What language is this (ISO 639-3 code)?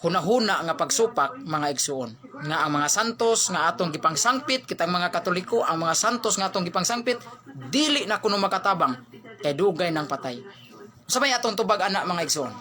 ceb